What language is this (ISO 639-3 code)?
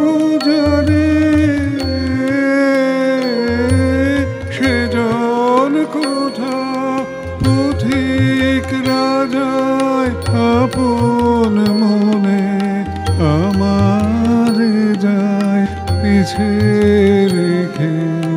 ben